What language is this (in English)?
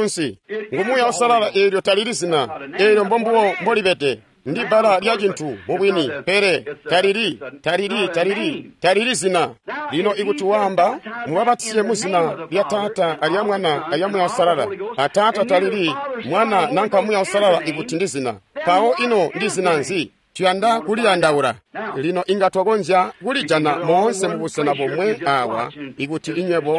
Tonga (Zambia)